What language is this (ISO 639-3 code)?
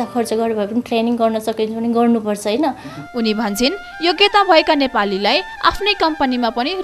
nep